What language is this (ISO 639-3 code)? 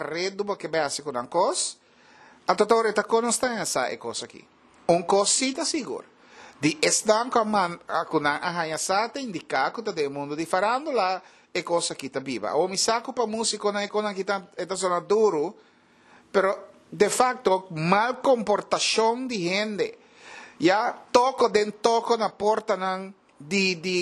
pap